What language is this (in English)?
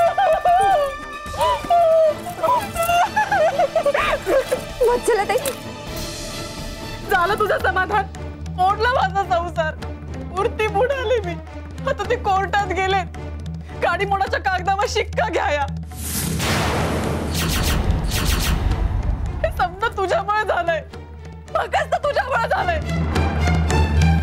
Marathi